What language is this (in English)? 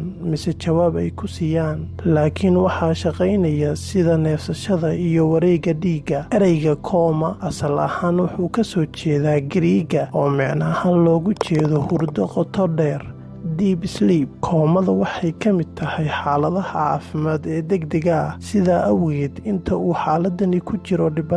Somali